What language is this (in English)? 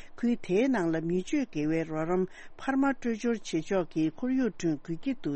Tibetan